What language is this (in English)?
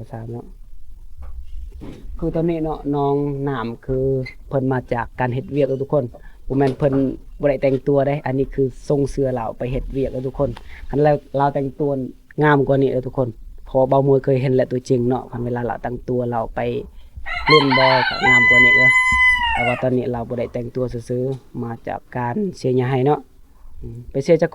Lao